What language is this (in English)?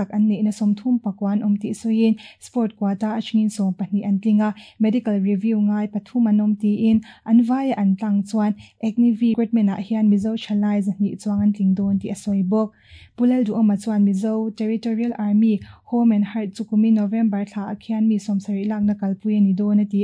Mizo